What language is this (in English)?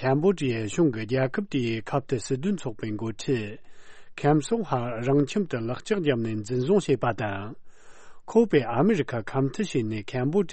Tibetan